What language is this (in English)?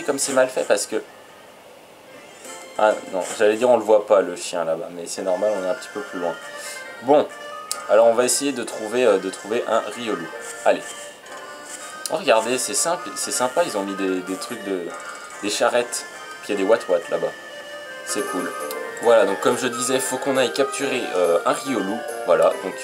French